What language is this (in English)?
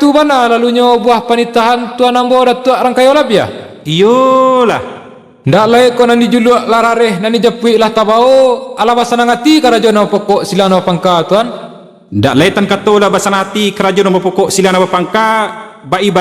Minangkabau